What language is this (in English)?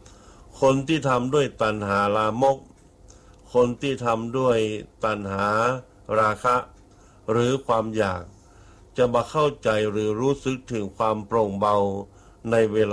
Thai